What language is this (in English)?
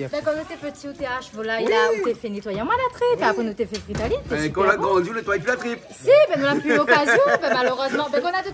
Réunion Creole French